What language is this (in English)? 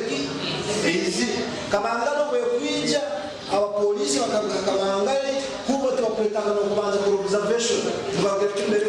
Nyankole